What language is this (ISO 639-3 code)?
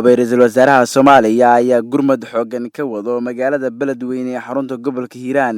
som